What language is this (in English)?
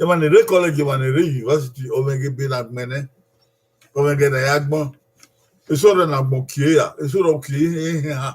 Bini